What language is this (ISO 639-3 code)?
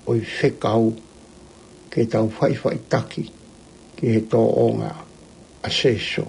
ton